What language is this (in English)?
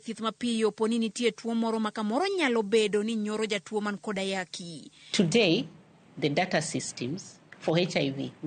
Luo (Kenya and Tanzania)